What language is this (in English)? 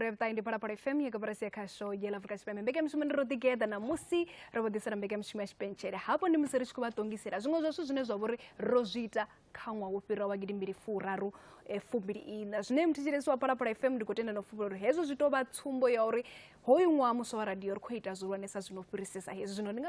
Venda